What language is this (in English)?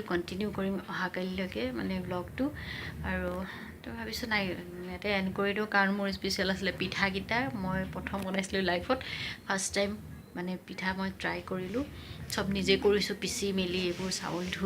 Assamese